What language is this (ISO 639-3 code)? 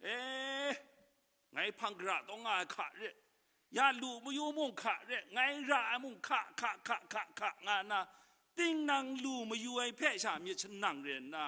kac